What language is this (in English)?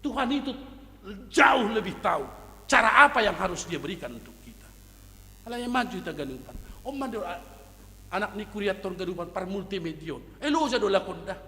Batak Simalungun